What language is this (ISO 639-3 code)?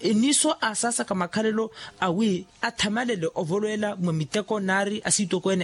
vmw